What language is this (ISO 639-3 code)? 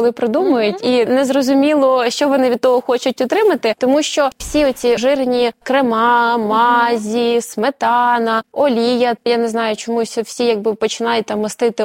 ukr